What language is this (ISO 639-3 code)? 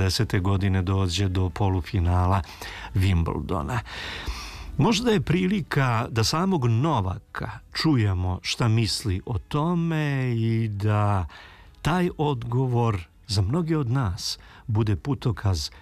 srp